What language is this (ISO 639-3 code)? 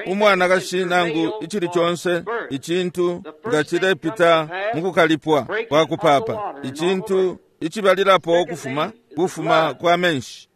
bem